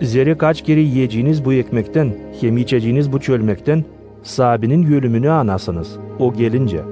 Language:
Gagauz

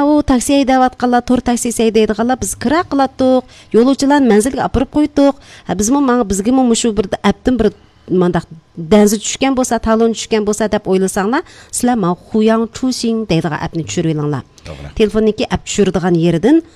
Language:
Uyghur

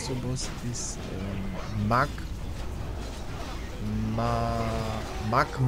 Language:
German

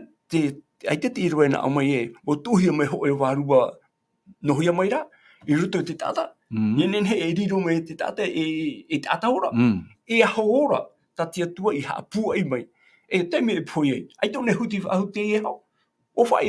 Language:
Tahitian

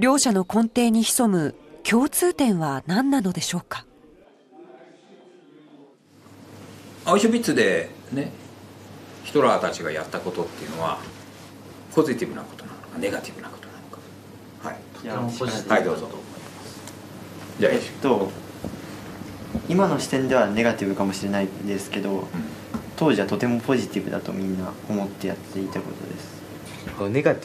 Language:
Japanese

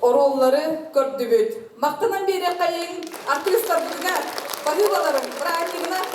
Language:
Yakut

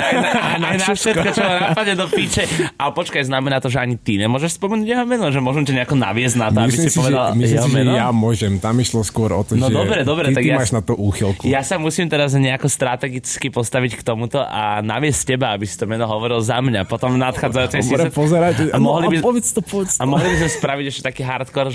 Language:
Slovak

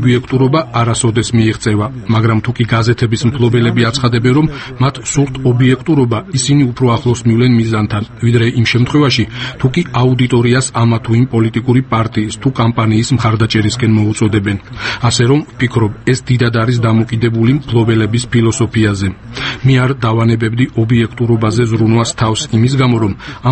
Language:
Georgian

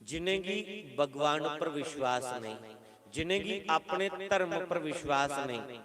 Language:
Dogri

